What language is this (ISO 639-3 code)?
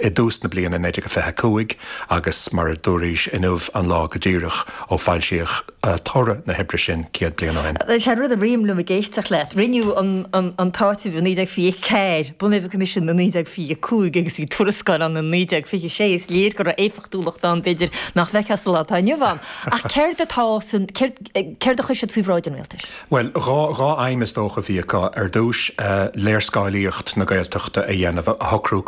gle